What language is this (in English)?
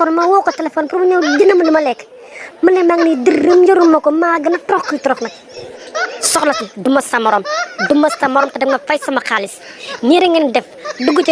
Wolof